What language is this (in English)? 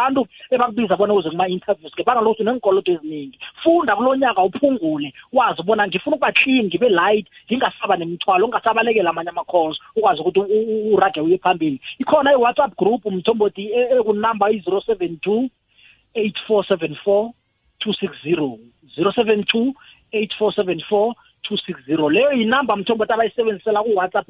South Ndebele